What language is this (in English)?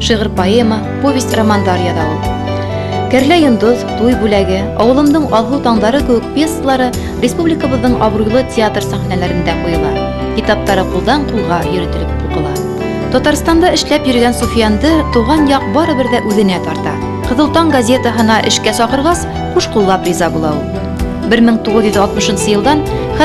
Bashkir